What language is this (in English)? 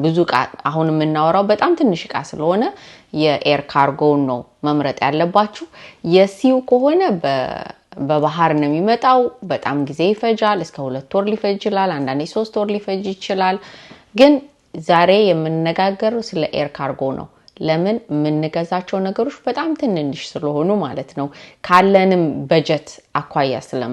Amharic